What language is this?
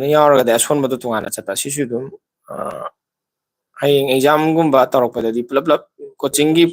Manipuri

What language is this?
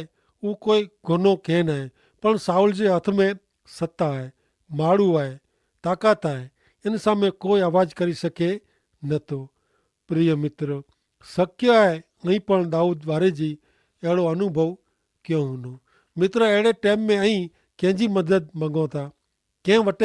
Kachhi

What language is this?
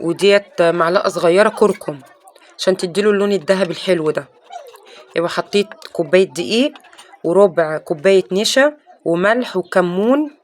Egyptian Arabic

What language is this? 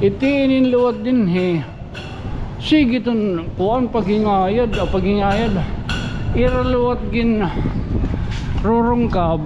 Waray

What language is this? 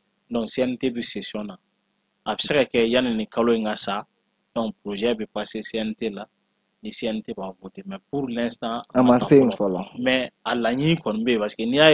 Bambara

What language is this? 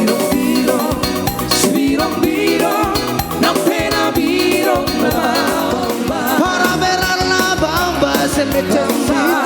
Batak Toba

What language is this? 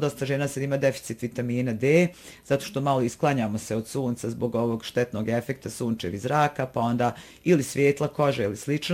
Bosnian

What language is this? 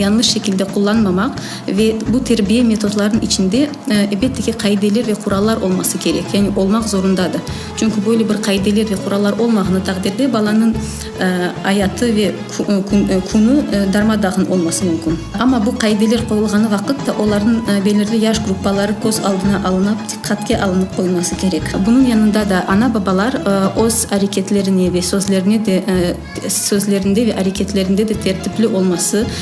Crimean Tatar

